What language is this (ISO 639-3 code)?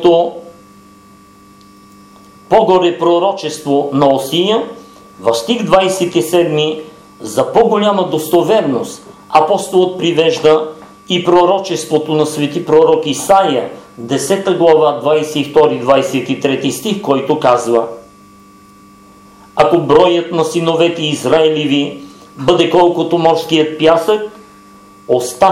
bul